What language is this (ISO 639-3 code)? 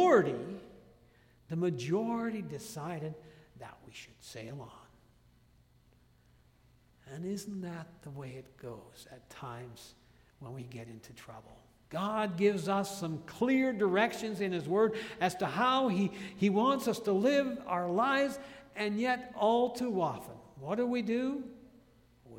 eng